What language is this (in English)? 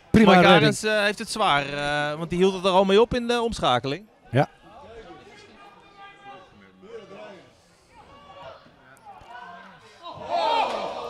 Dutch